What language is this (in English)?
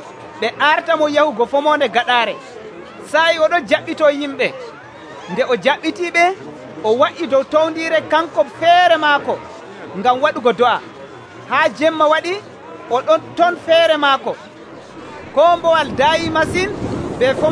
Nigerian Fulfulde